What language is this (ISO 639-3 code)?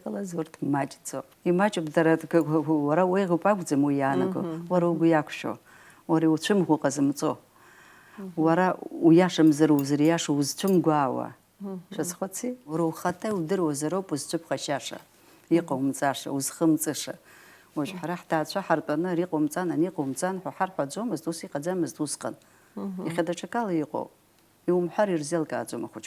abk